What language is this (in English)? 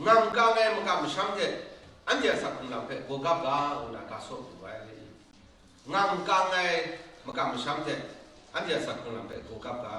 Kachin